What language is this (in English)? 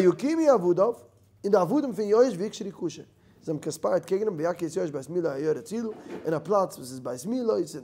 Yiddish